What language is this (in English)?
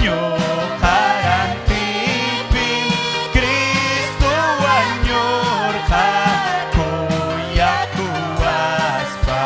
Ayacucho Quechua